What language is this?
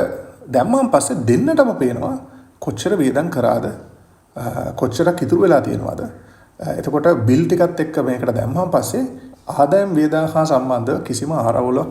Sinhala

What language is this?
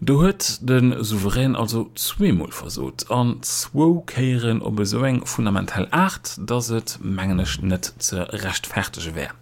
Luxembourgish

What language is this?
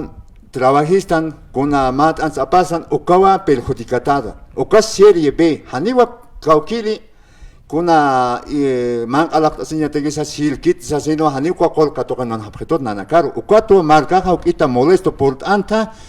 Aymara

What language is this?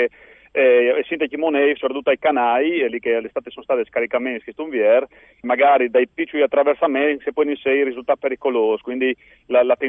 Friulian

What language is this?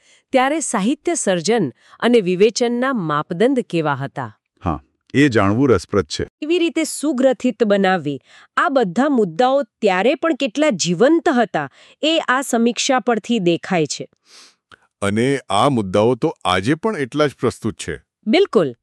Gujarati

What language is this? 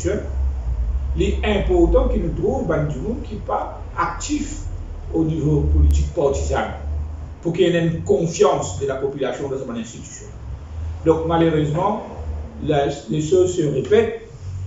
Morisyen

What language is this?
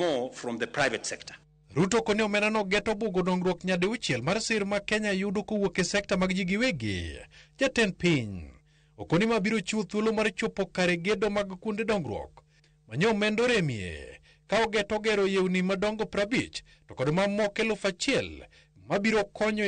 Luo (Kenya and Tanzania)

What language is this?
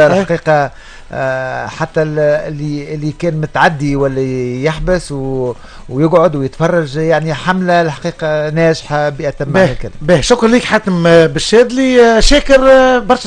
Tunisian Arabic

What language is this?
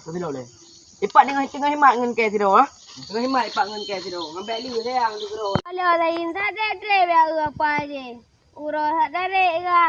Achinese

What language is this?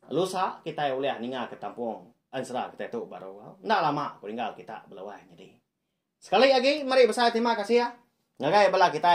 Iban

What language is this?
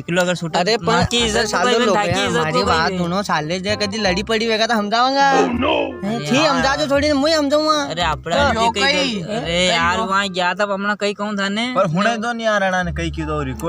Rajasthani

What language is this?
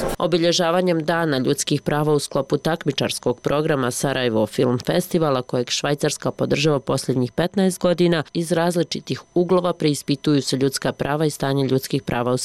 Bosnian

